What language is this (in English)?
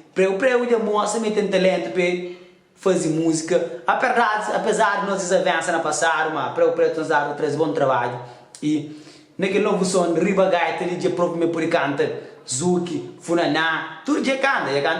Kabuverdianu